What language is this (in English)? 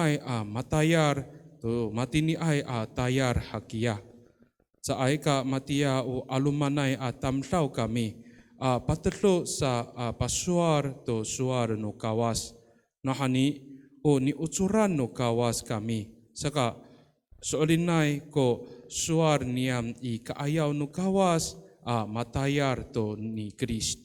Amis